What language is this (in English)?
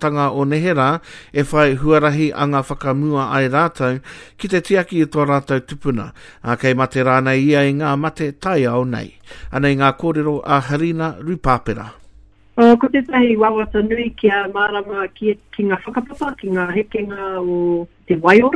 Māori